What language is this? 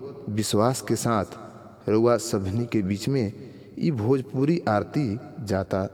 Bhojpuri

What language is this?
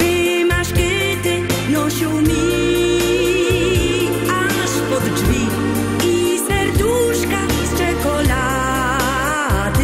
Silesian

